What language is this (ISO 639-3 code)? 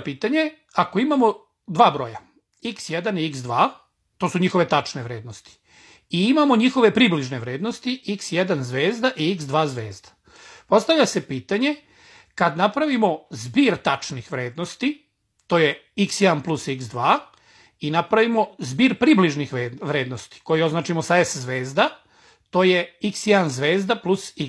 srp